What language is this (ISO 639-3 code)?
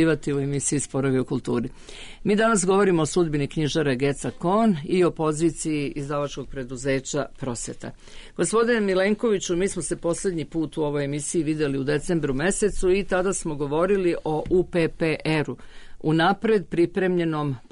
srp